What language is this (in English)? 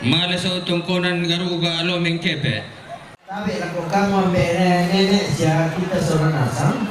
Toraja-Sa'dan